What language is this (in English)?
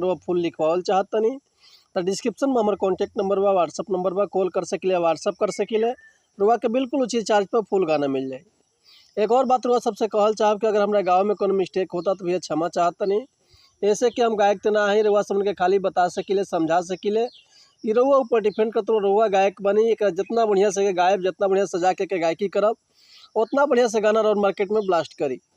Bhojpuri